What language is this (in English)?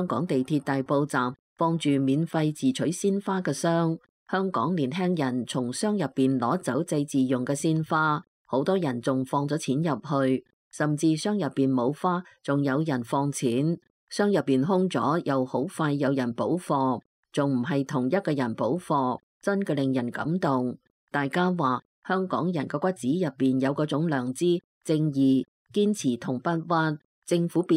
Cantonese